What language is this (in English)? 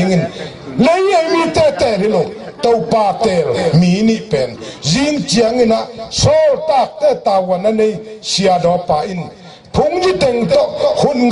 Tedim Chin